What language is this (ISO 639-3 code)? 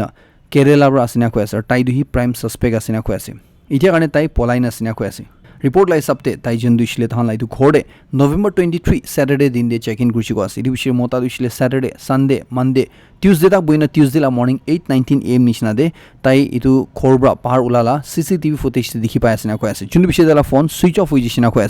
nag